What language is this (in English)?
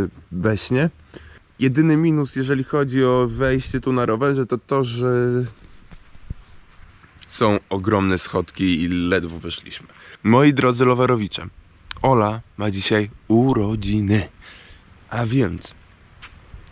Polish